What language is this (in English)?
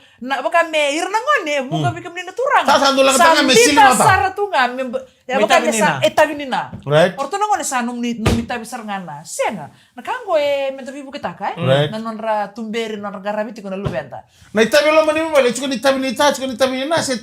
Fijian